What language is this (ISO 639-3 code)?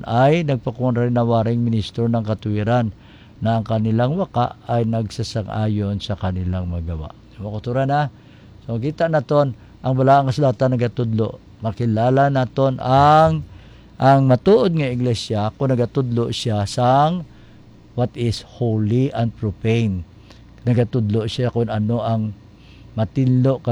hil